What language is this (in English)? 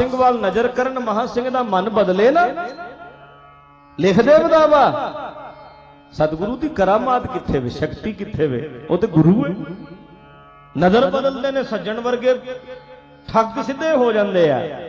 Punjabi